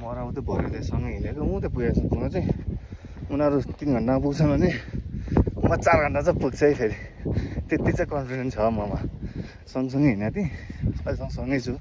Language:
Nepali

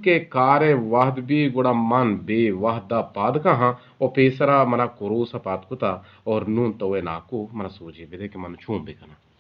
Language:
Eastern Balochi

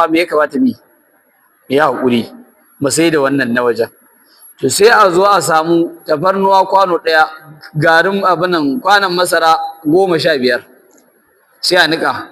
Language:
Hausa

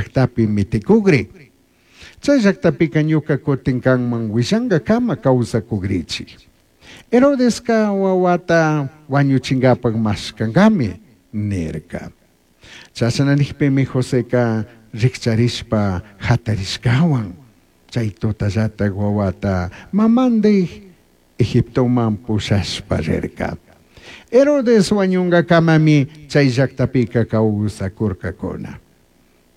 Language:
Chimborazo Highland Quichua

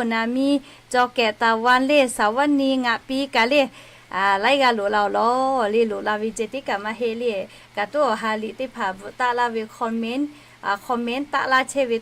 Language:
Lahu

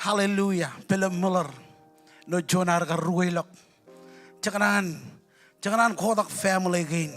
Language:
Marshallese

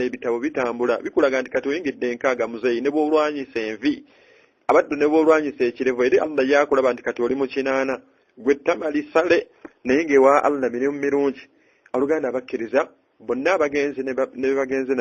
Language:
Ganda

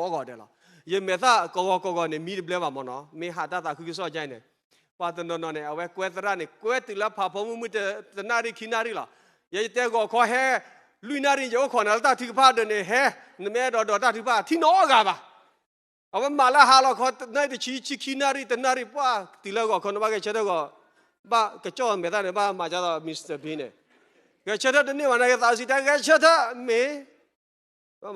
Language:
S'gaw Karen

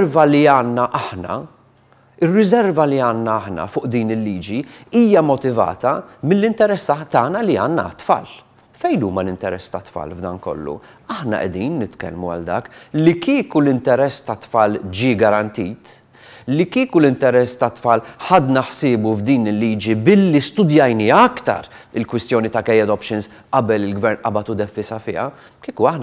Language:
Maltese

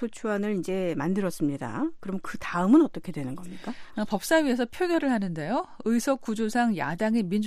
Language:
Korean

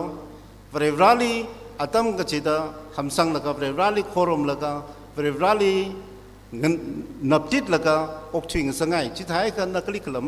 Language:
Tangkhul Naga (India)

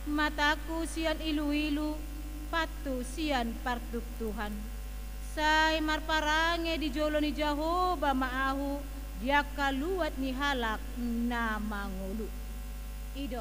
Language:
Batak Toba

